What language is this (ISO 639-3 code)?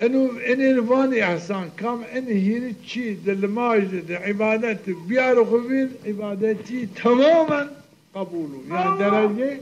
zza